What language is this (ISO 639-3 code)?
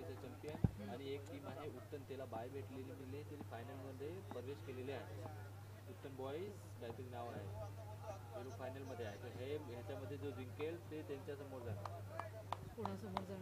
mar